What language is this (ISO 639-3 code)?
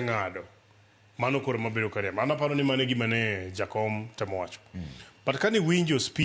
luo